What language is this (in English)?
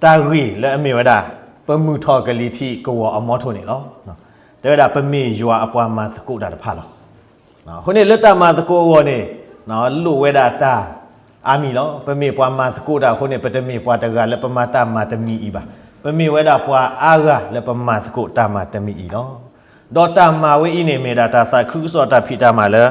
S'gaw Karen